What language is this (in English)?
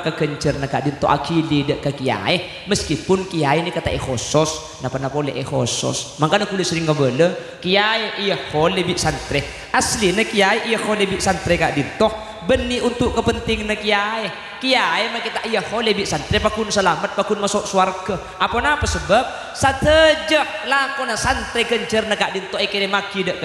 Madurese